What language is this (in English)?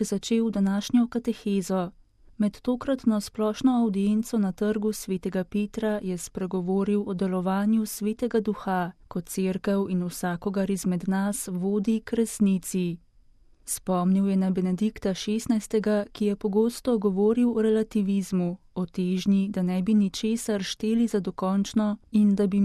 Slovenian